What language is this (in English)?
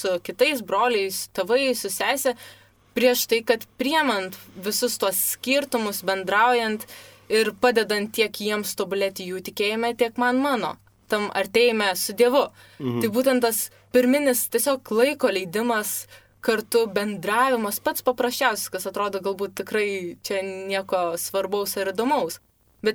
Lithuanian